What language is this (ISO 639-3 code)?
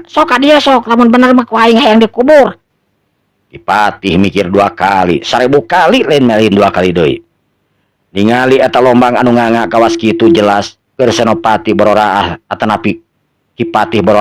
sun